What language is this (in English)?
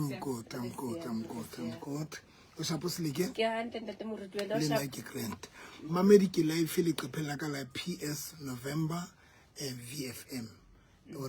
Southern Sotho